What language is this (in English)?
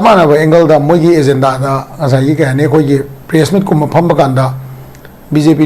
Manipuri